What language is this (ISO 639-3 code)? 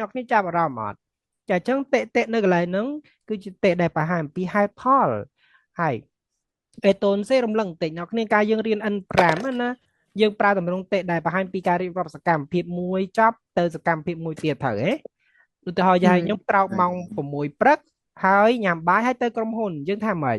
khm